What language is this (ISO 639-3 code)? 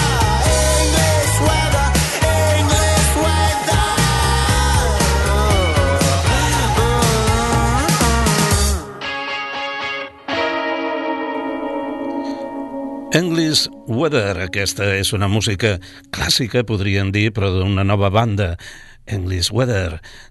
cat